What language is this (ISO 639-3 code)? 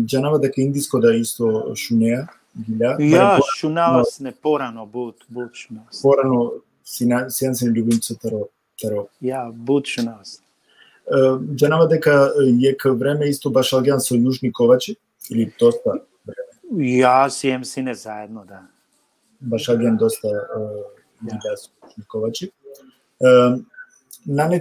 rmn